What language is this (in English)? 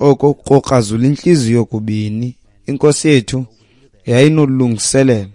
Xhosa